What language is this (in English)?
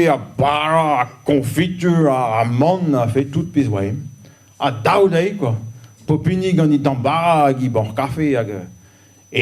Breton